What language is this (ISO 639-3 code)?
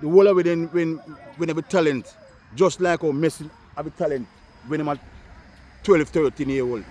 jam